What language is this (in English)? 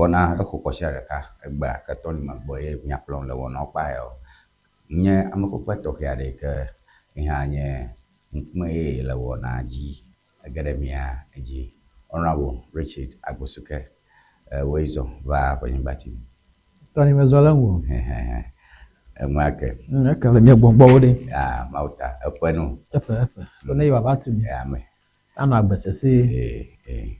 Ewe